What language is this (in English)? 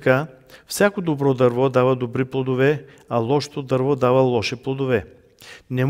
Bulgarian